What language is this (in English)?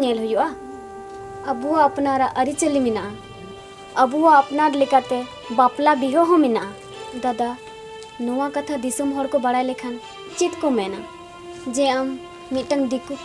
Santali